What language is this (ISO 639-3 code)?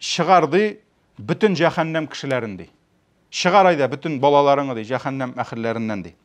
tat